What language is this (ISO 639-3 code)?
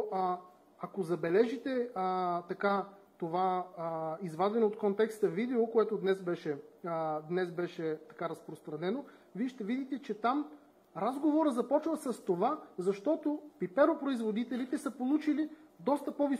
bul